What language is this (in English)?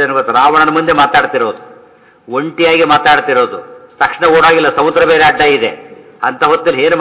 Kannada